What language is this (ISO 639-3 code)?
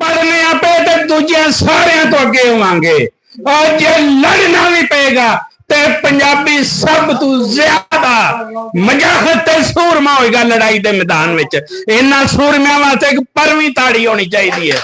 lah